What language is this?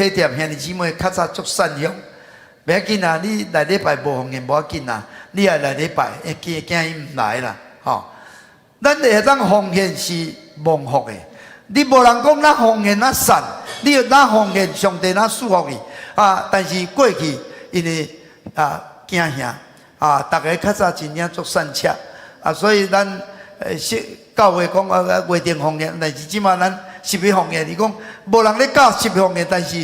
Min Nan Chinese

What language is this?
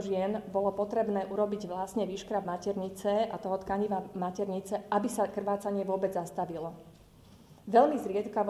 Slovak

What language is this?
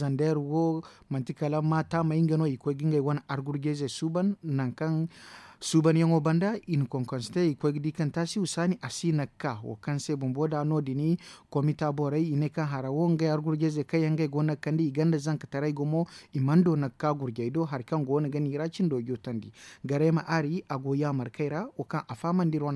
Zarma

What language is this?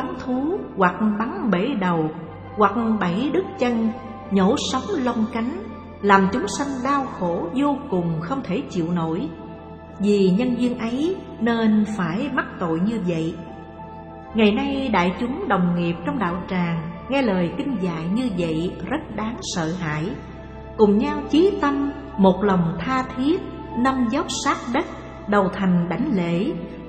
Vietnamese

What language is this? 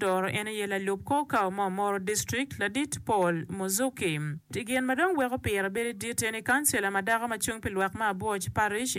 Acoli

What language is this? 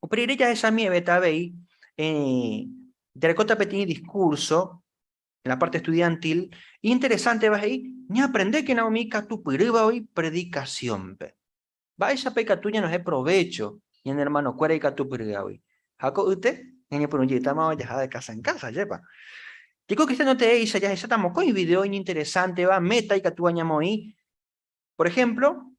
Guarani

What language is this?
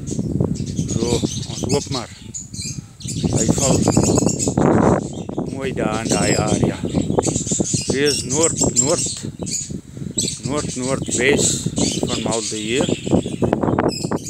Afrikaans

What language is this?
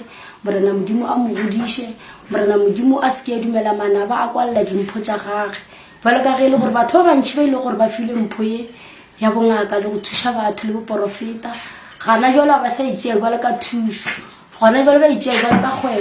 Northern Sotho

